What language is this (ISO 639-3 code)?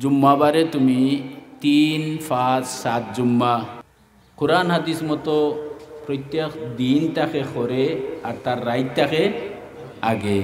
syl